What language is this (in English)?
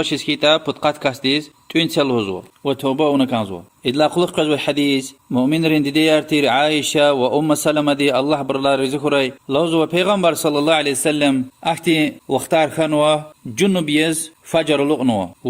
Lezghian